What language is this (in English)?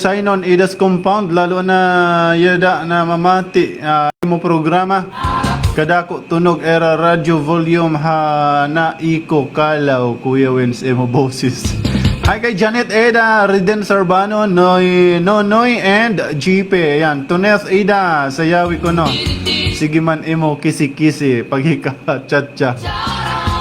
Waray